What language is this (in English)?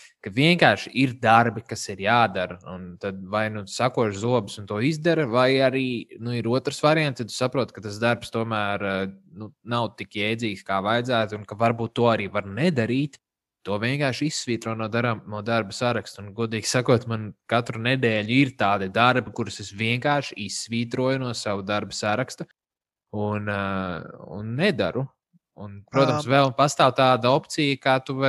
Latvian